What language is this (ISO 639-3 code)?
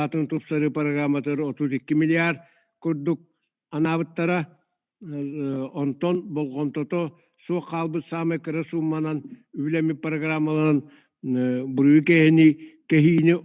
sah